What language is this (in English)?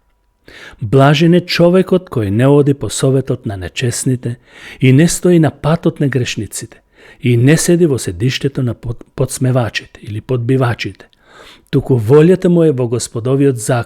Macedonian